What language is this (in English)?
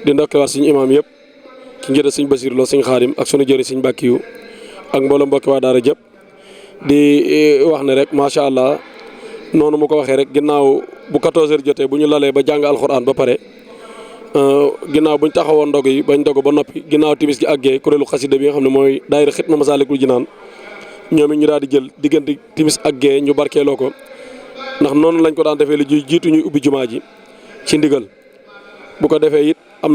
Wolof